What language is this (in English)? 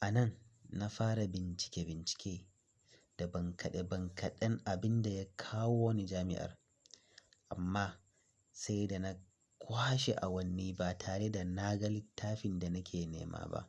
Hausa